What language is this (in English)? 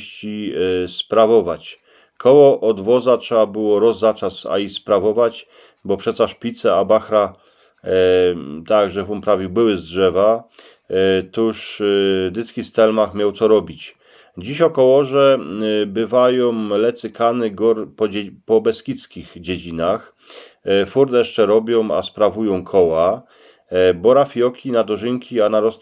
Silesian